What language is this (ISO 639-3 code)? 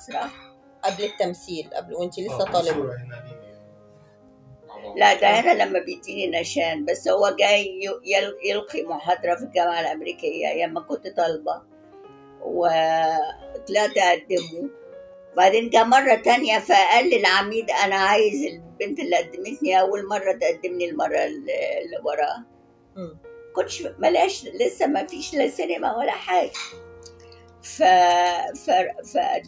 arz